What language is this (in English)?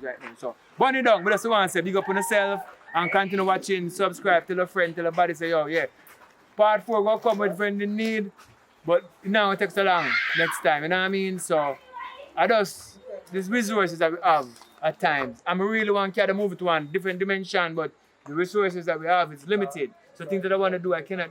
Jamaican Creole English